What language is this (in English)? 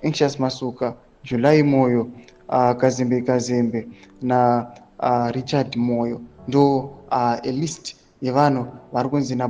Shona